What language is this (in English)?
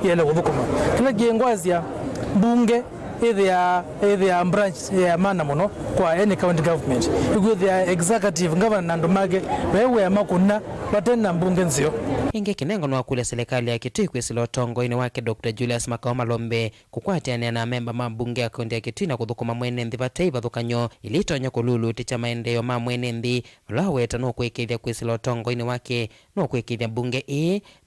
Kamba